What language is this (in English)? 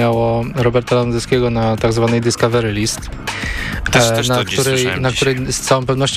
Polish